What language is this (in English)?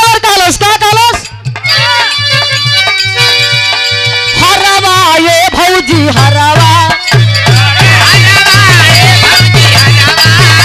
Bhojpuri